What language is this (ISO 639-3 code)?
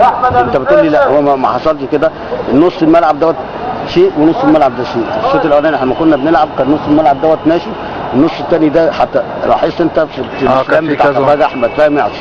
arz